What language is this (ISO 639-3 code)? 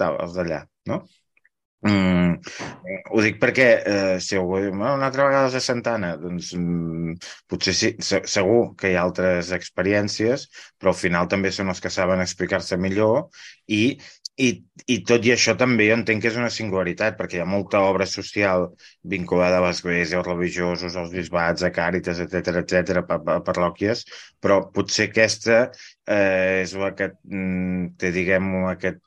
cat